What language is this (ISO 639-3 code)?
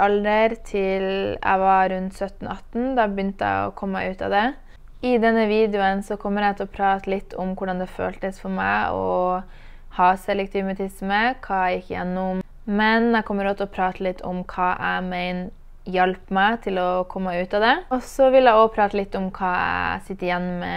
nor